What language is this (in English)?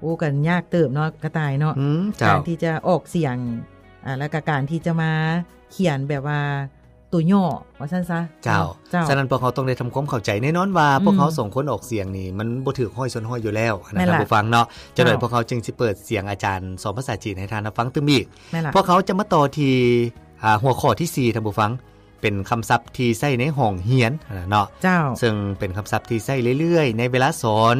Lao